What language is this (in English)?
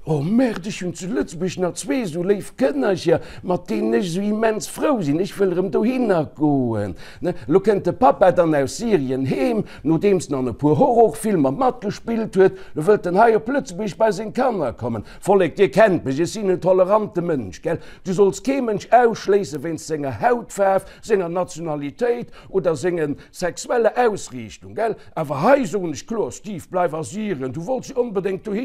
Luxembourgish